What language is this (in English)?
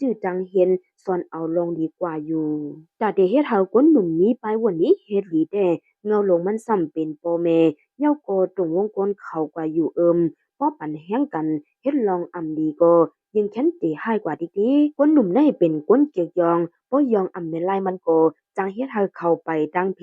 Shan